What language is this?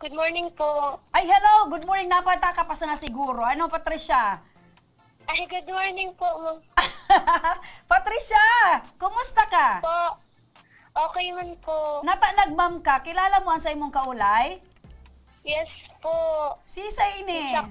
Bikol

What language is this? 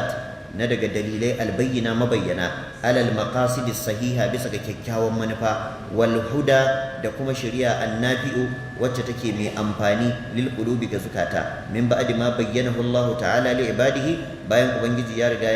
Hausa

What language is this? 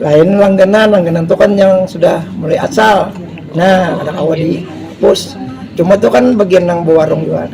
Banjar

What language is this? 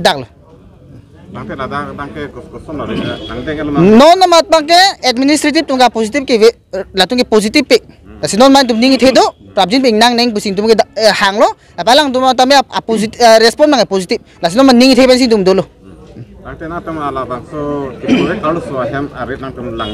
Karbi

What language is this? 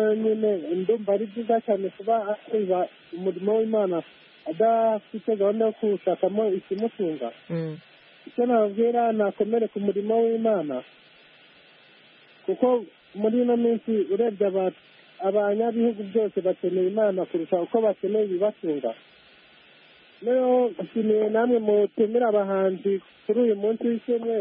Kinyarwanda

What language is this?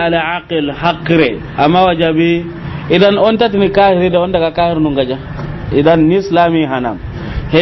Soninke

